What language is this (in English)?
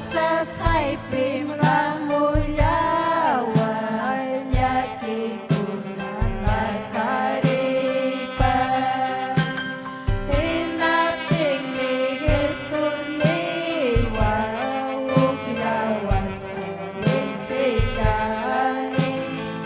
Ayacucho Quechua